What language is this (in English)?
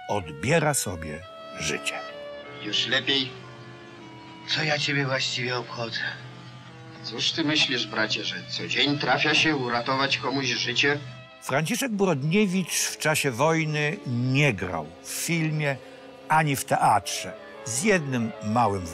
Polish